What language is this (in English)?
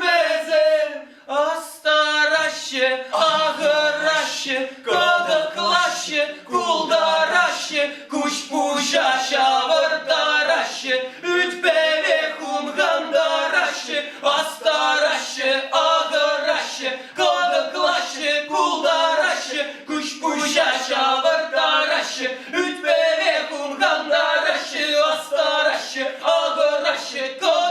Chuvash